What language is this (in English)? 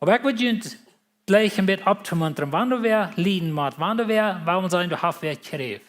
Plautdietsch